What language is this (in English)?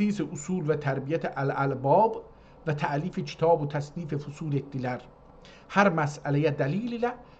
South Azerbaijani